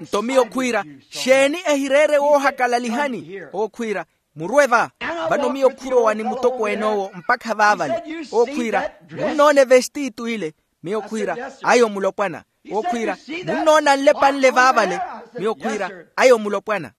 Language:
Makhuwa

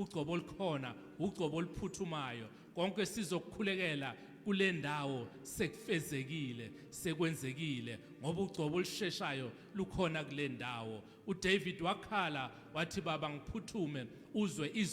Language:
Zulu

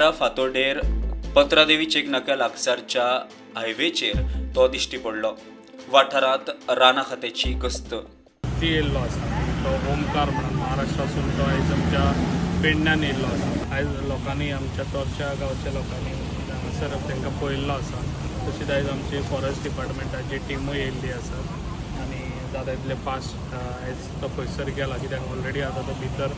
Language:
Konkani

